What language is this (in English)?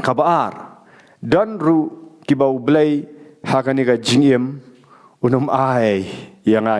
Khasi